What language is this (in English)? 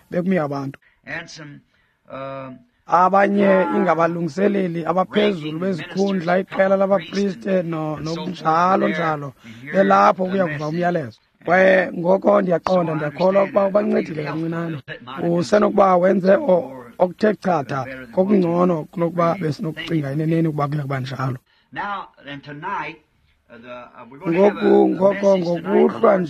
Xhosa